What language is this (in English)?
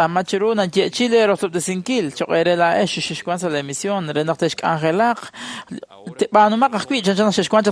Kekchí